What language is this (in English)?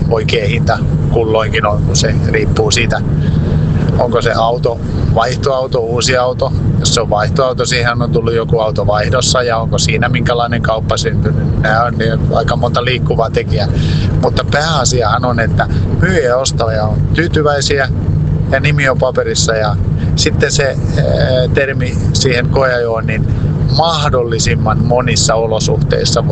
Finnish